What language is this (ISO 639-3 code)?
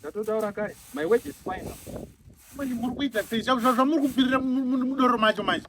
sna